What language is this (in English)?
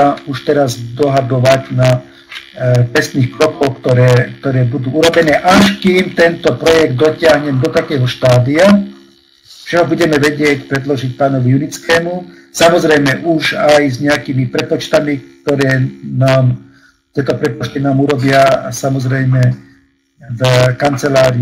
Slovak